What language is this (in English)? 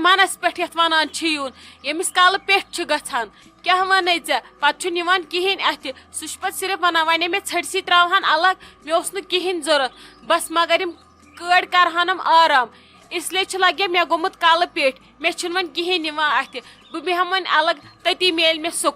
Kashmiri